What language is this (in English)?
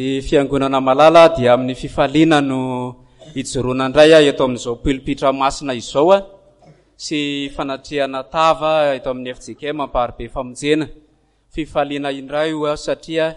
Malagasy